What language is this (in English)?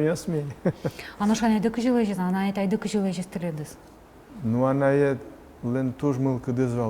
Udmurt